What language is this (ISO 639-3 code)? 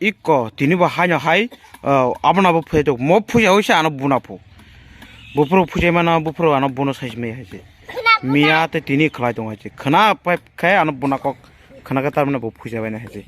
trp